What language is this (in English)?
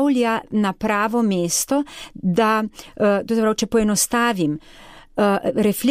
Slovenian